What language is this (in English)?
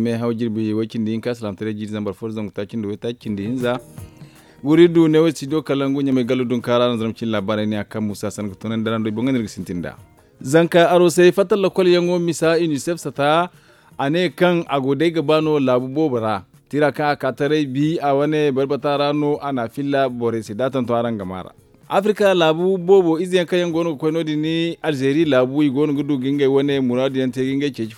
Zarma